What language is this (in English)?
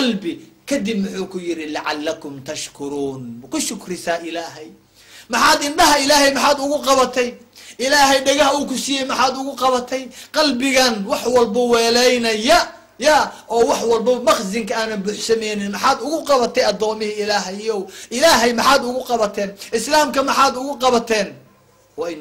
Somali